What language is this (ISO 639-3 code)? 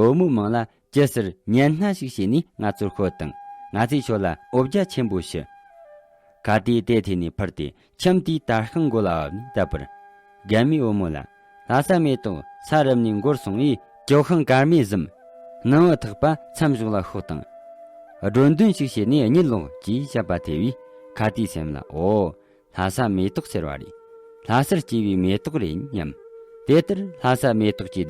bod